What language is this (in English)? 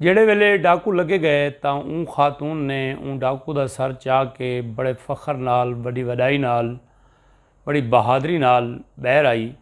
Saraiki